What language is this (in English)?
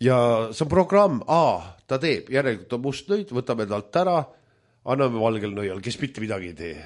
Estonian